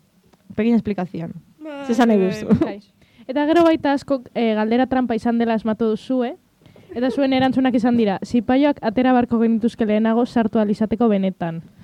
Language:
Basque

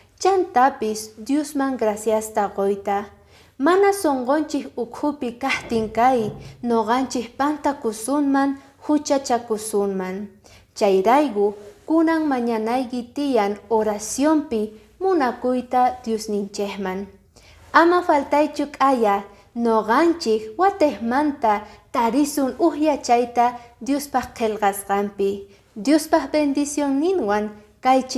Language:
Quechua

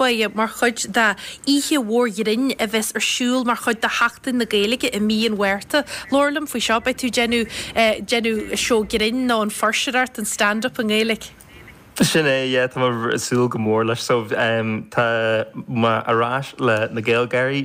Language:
Irish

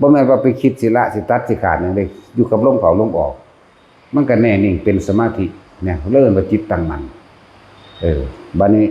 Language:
Northeastern Thai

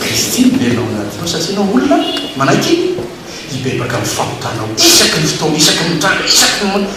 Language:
Malagasy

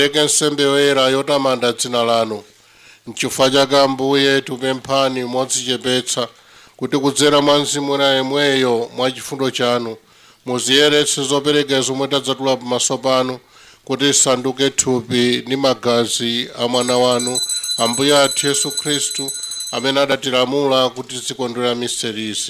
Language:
Nyanja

